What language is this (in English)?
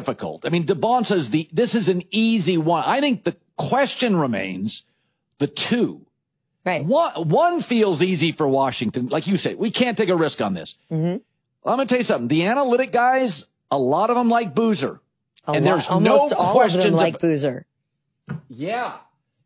English